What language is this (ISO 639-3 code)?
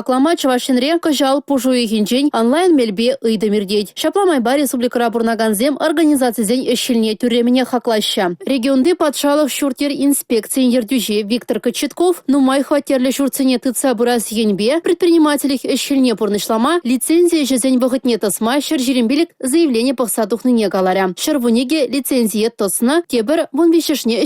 chv